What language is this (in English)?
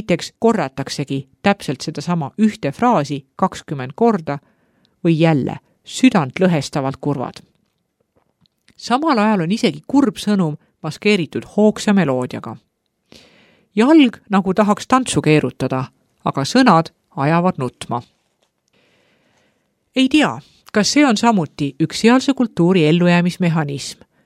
Estonian